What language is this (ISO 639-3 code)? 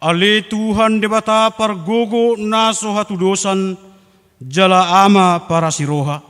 bbc